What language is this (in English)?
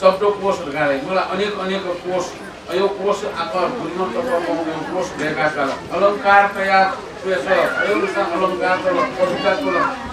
Newari